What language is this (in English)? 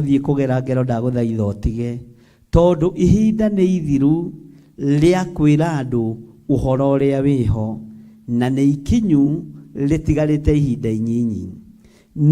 Kikuyu